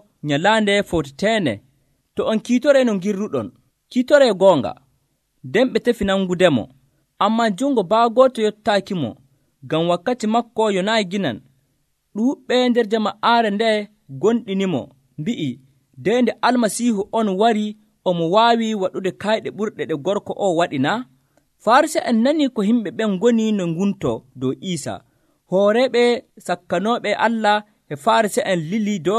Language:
Nigerian Fulfulde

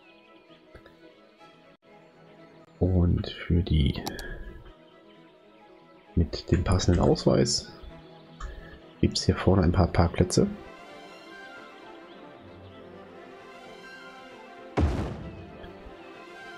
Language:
German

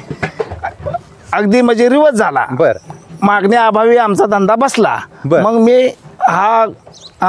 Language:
Marathi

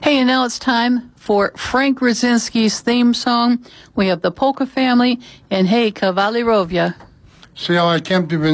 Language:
English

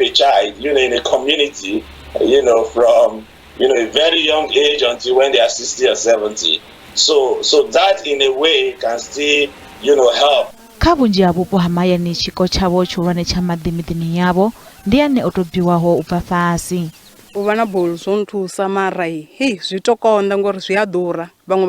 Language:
Venda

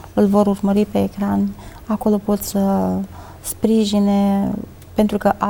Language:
Romanian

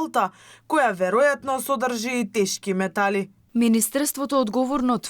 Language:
Macedonian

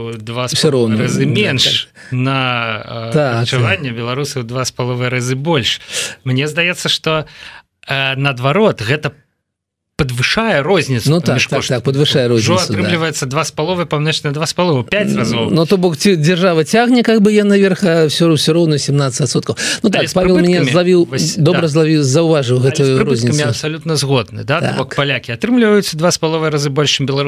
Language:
Belarusian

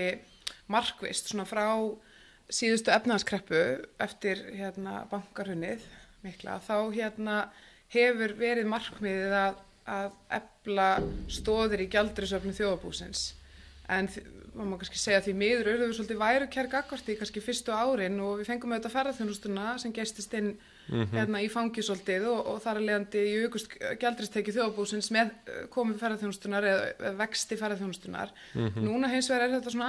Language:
Icelandic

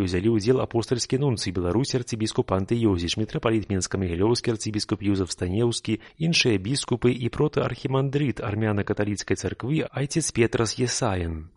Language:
Belarusian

